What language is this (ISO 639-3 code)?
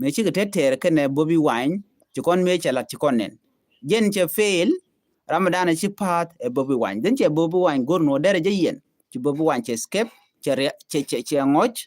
nus